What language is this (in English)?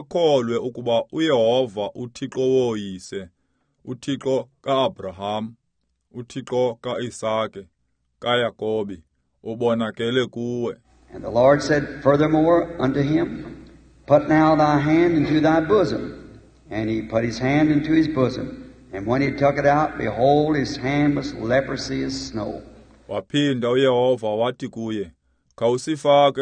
Xhosa